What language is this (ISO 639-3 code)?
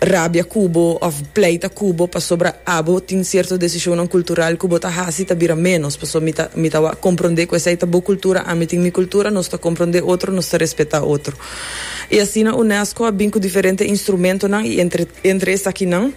pap